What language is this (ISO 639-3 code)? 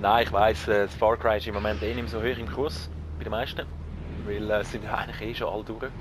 gsw